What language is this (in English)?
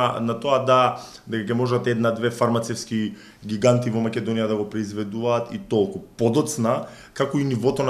Macedonian